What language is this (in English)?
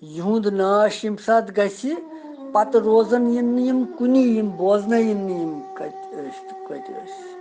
Kashmiri